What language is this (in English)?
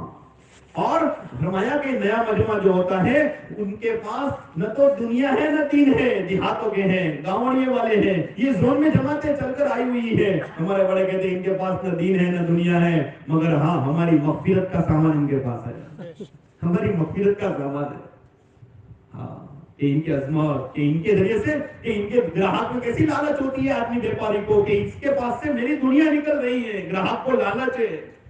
Urdu